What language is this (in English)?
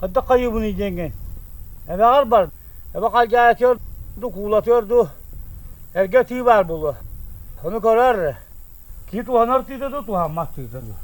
Yakut